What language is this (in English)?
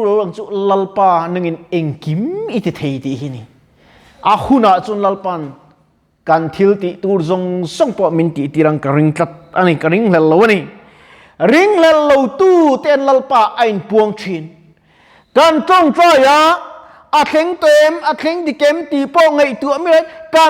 Mizo